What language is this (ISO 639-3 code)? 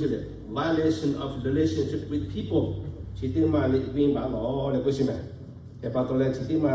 lhu